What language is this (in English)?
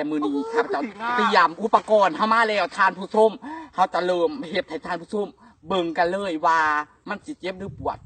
Lao